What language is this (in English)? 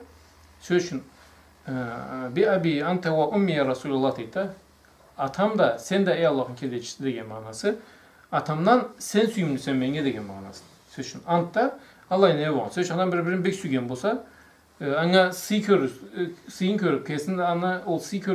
Karachay-Balkar